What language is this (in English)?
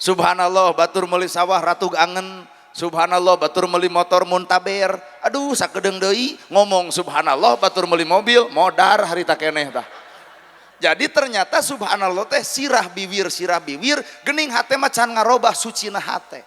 Sundanese